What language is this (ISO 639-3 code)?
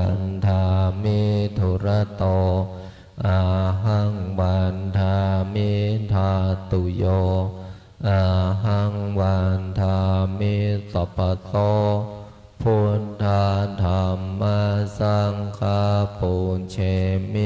pli